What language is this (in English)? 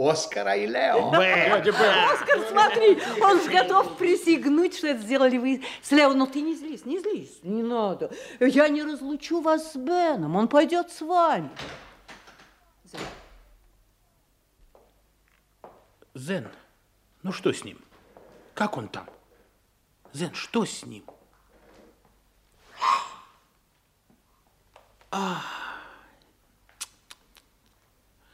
Russian